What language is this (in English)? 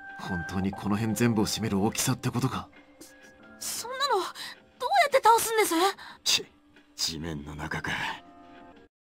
Japanese